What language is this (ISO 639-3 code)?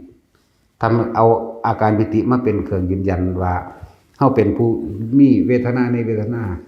lao